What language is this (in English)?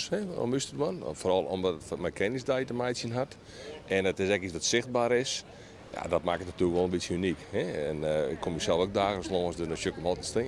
Western Frisian